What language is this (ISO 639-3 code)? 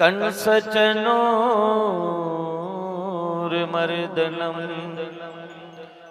doi